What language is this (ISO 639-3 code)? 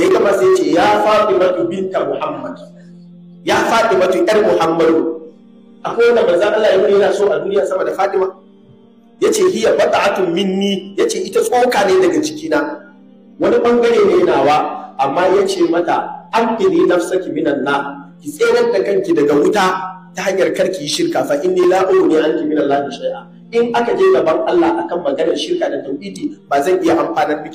hau